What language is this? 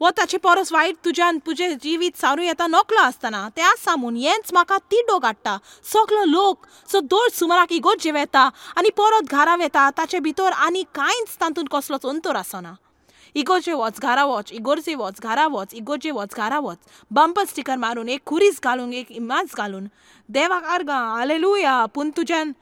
Konkani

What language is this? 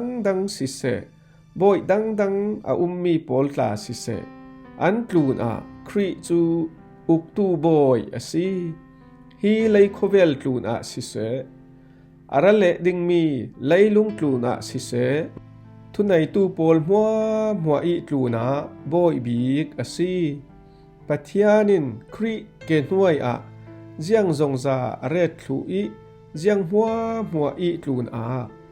Falam Chin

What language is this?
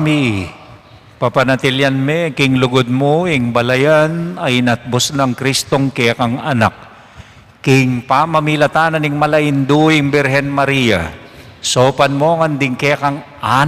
Pampanga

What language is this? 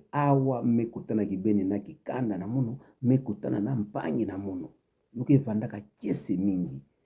Kituba (Democratic Republic of Congo)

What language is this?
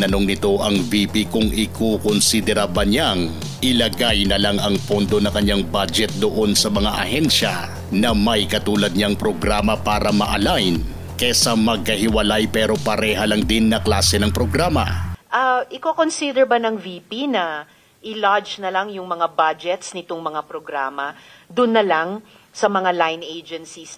Filipino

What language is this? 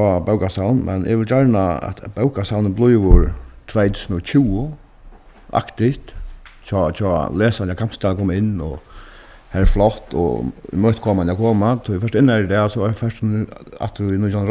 Faroese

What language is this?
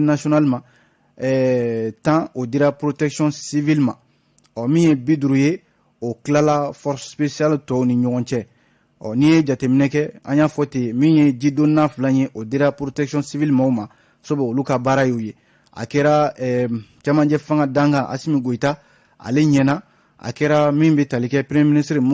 Bambara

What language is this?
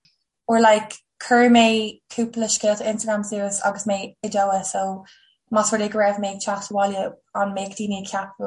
Irish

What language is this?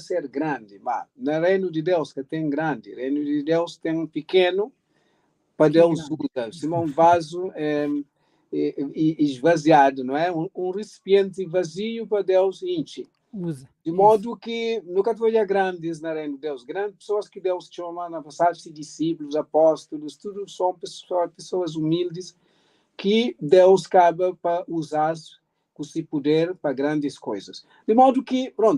Kabuverdianu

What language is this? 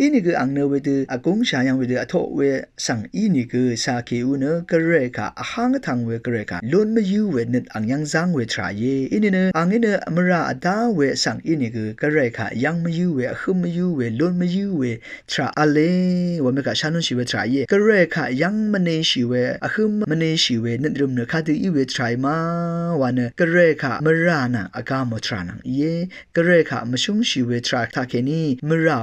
Rawang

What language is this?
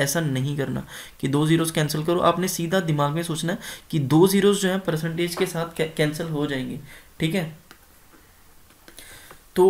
Hindi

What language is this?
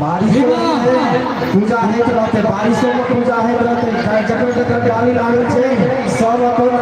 Maithili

